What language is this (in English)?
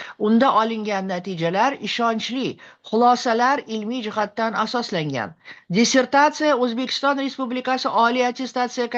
Uzbek